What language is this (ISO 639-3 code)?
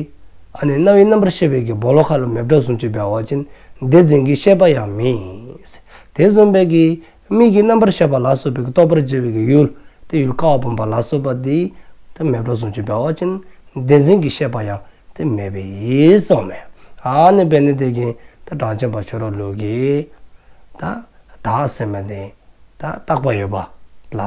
dzo